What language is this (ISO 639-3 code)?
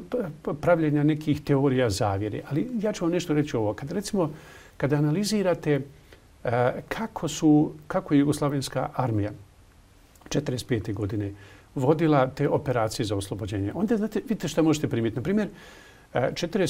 bos